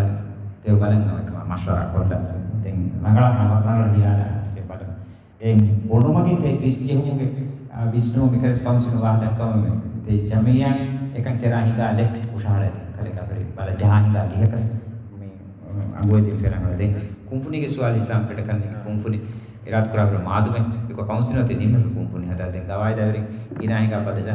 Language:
Divehi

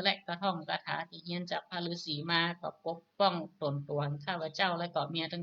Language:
Northern Thai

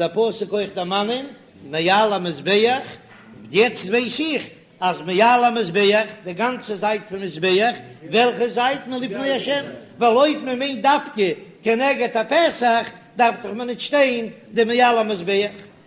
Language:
Yiddish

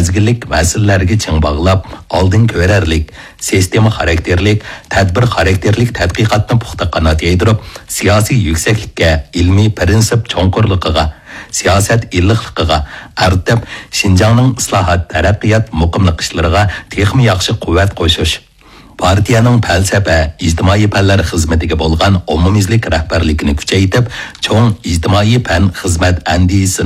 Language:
Uyghur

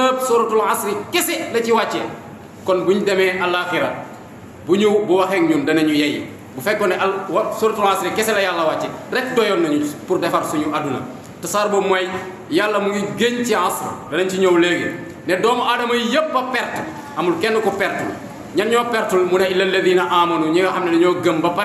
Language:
Wolof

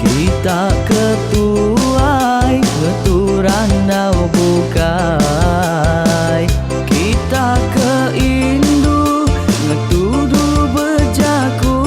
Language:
Iban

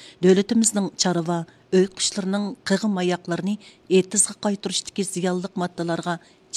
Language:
Uyghur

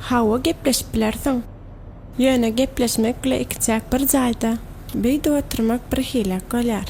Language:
Turkmen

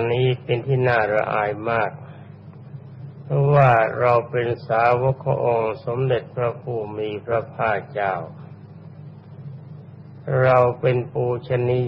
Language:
Thai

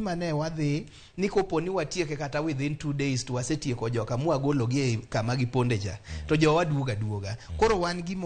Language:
Luo (Kenya and Tanzania)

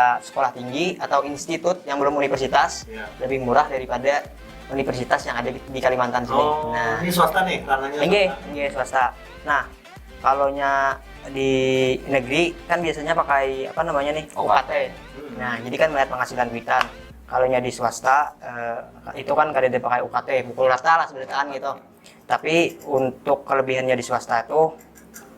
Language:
Banjar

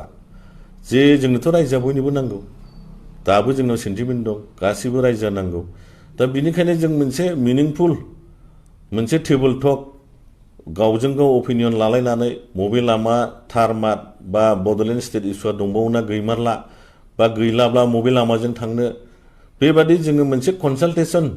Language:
Bodo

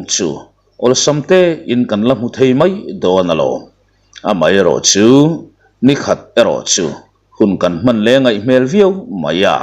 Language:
Mizo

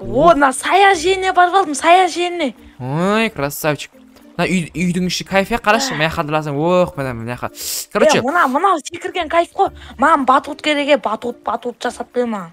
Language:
Kazakh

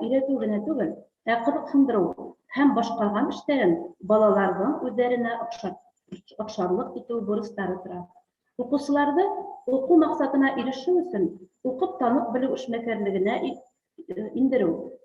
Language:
Bashkir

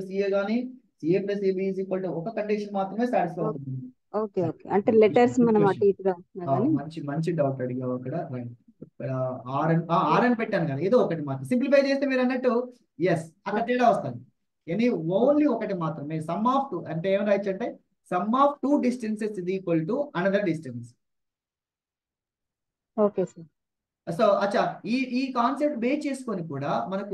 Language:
Telugu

